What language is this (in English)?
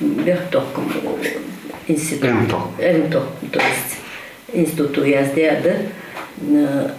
Ingush